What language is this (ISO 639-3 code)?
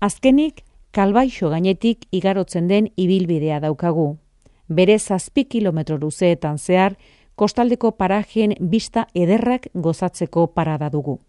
eus